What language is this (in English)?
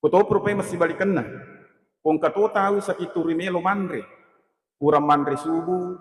Buginese